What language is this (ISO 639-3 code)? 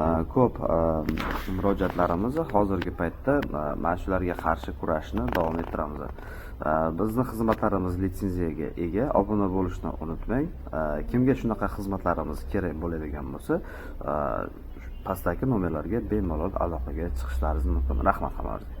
uzb